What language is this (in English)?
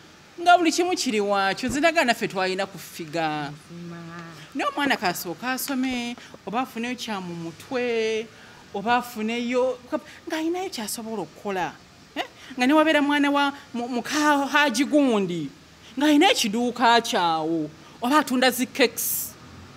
Ganda